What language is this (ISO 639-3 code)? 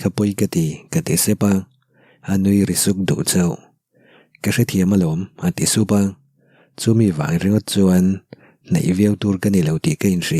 lus